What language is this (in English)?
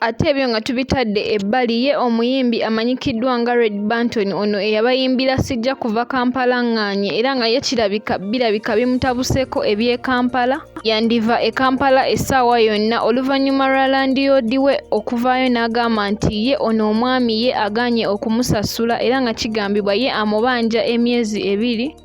Ganda